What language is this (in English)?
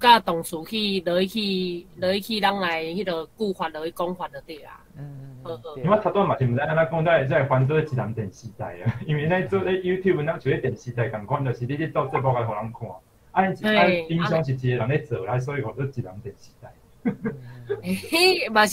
Min Nan Chinese